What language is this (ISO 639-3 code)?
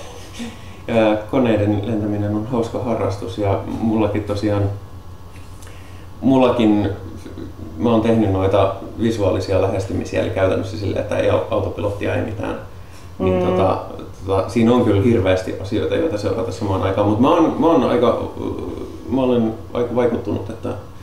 fin